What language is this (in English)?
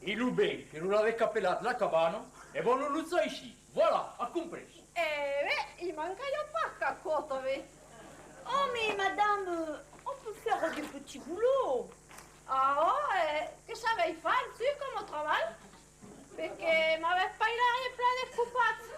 Occitan